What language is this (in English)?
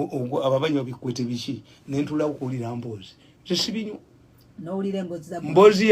Ganda